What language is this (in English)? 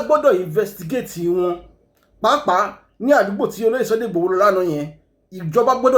Yoruba